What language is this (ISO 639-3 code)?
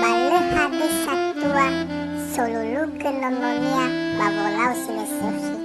nia